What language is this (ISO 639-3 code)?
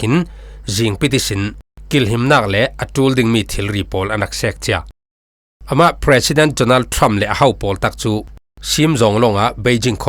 cfm